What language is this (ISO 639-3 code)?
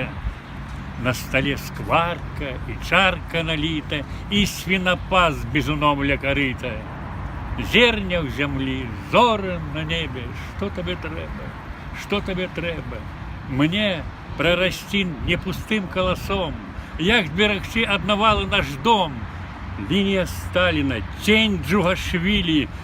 bel